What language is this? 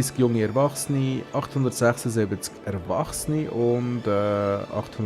Swiss German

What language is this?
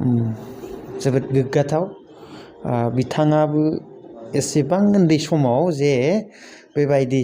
Bodo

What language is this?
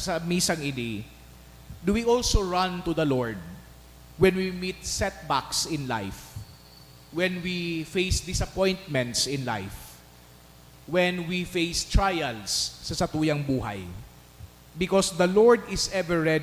Bikol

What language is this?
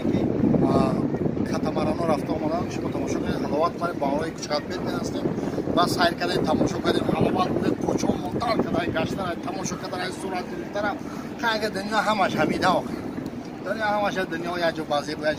Tajik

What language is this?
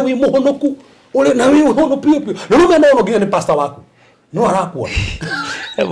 Kikuyu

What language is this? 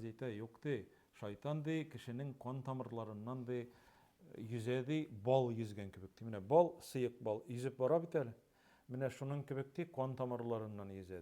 Tatar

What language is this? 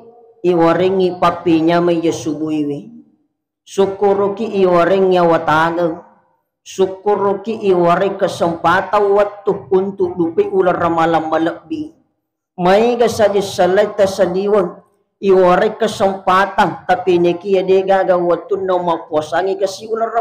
Buginese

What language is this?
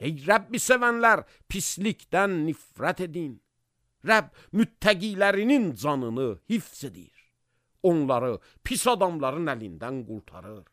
Azerbaijani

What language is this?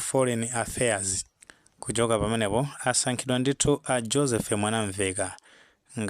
Nyanja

